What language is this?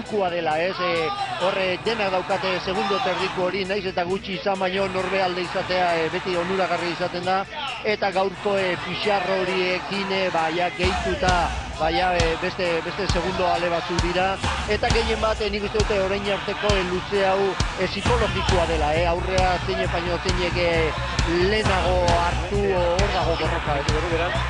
Basque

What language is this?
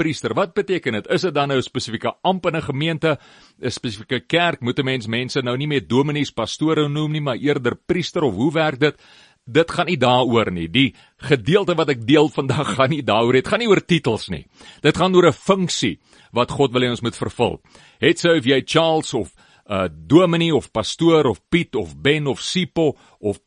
Afrikaans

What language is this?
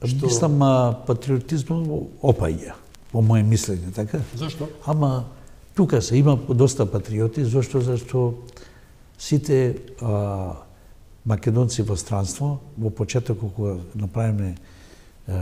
Macedonian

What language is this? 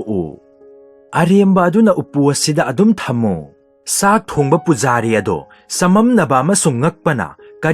Manipuri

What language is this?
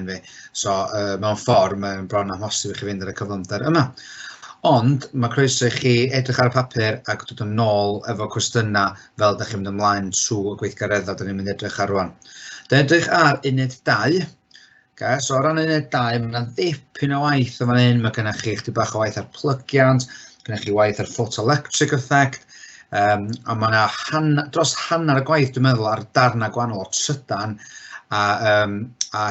Welsh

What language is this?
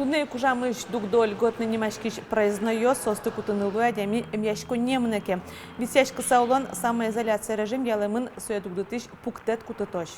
Udmurt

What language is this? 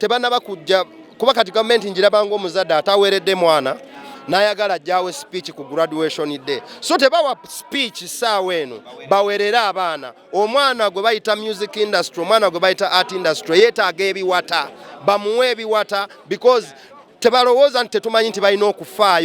Ganda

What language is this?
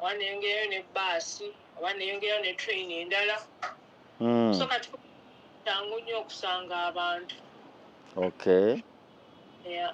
Ganda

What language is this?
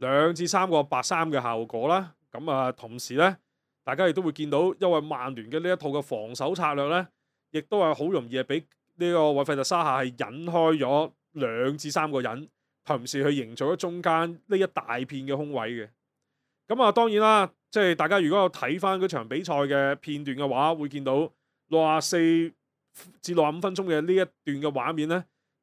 Cantonese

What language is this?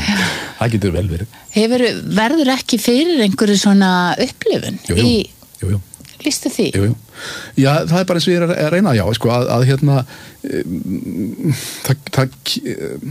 Icelandic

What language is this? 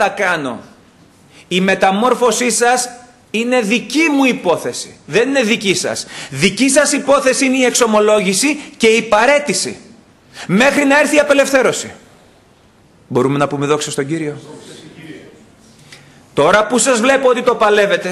Greek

